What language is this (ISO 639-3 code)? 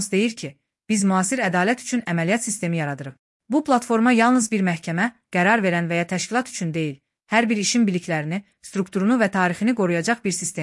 aze